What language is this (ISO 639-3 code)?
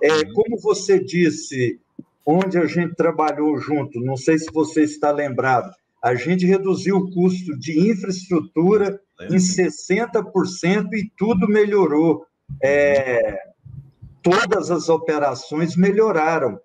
por